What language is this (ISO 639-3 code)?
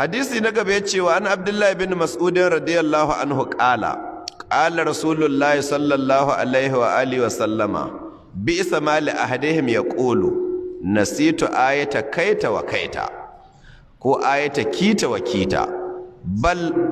hau